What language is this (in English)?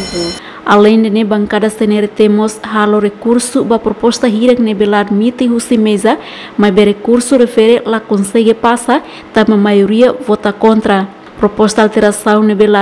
Tetum